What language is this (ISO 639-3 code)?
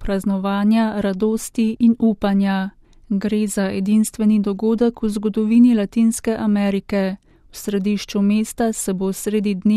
slv